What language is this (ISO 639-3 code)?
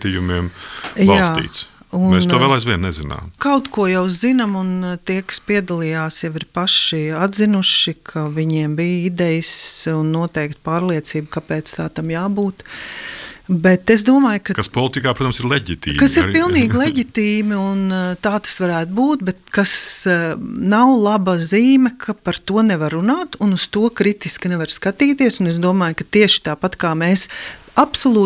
lav